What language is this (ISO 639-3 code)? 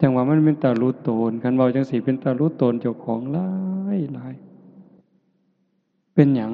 tts